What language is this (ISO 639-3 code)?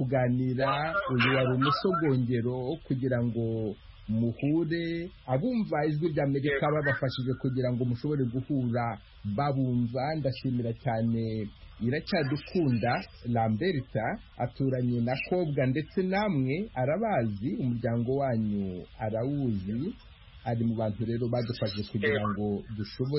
kin